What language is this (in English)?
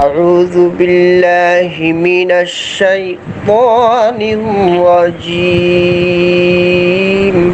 Rohingya